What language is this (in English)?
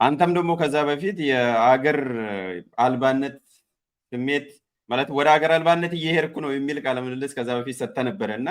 Amharic